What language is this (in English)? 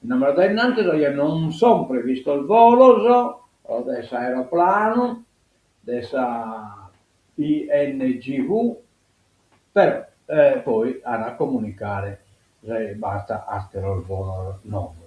Sardinian